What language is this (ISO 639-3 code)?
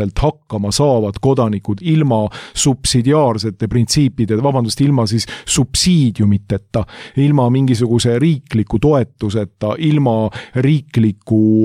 est